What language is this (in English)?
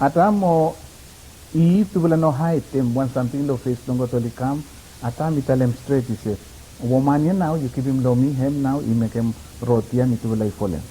Bislama